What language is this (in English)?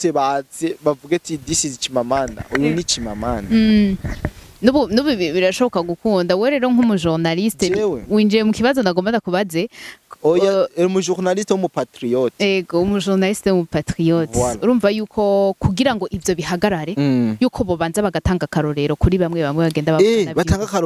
Rundi